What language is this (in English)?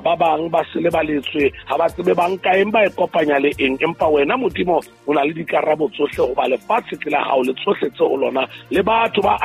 Southern Sotho